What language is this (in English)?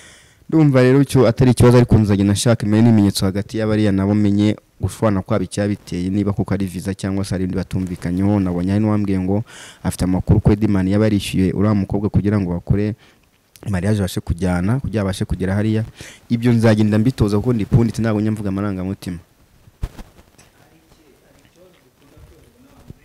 Kinyarwanda